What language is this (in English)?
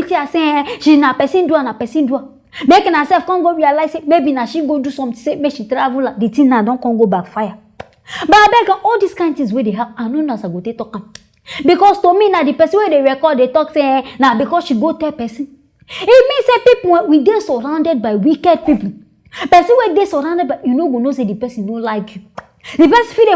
Nigerian Pidgin